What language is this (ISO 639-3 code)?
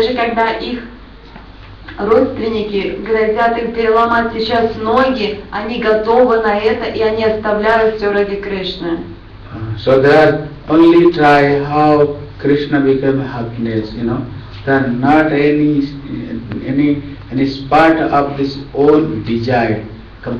rus